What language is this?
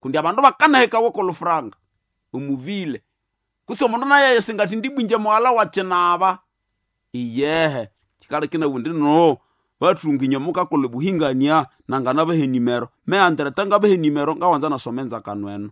Nande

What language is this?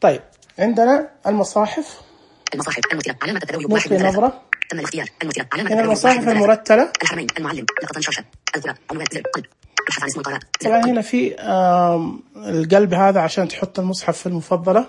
Najdi Arabic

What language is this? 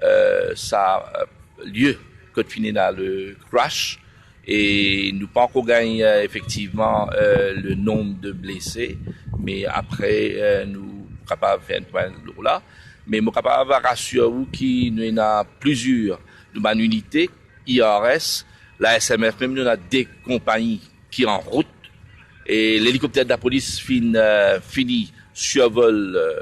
Morisyen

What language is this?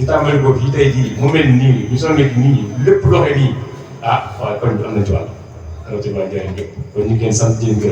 Wolof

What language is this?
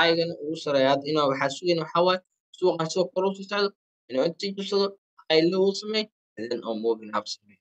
Somali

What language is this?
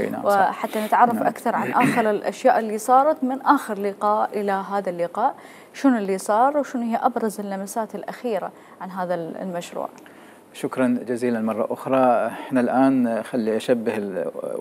Mesopotamian Arabic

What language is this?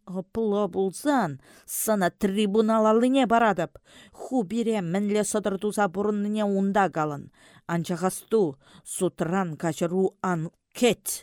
Chuvash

